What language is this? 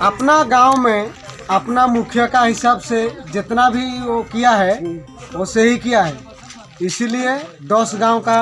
Santali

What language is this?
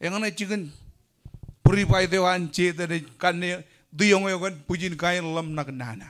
Marshallese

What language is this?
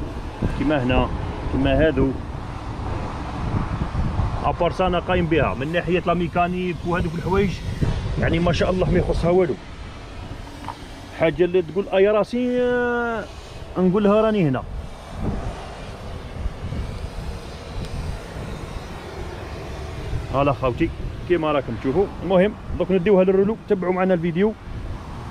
Algerian Arabic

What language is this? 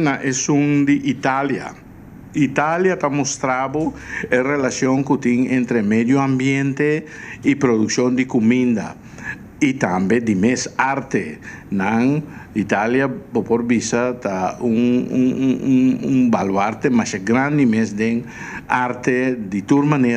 Papiamento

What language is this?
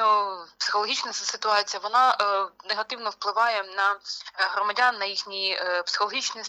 Ukrainian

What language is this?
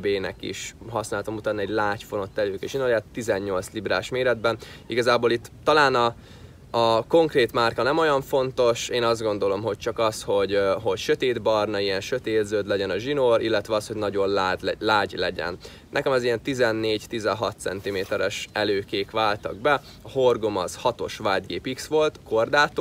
Hungarian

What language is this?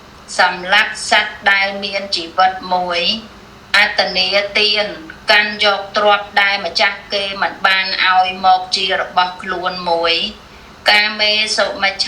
Khmer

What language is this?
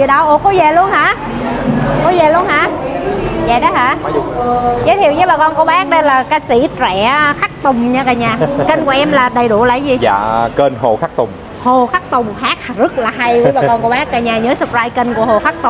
Vietnamese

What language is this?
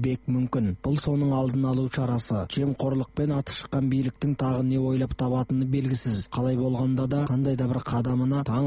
Kazakh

